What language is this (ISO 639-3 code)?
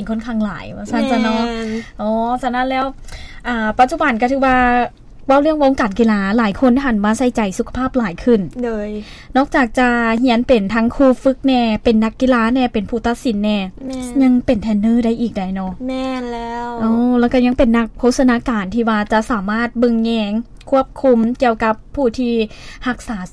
lao